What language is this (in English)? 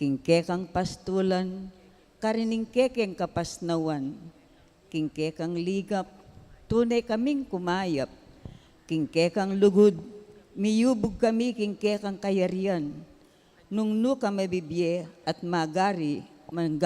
Pampanga